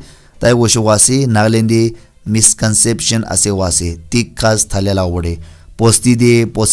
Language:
Naga Pidgin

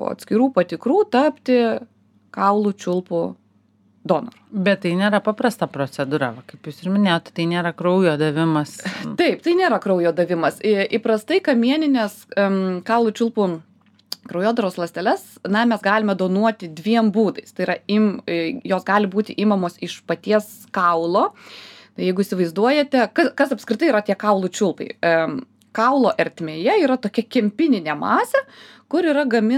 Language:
Lithuanian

